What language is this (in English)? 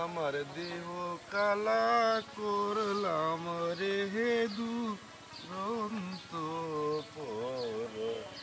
Sylheti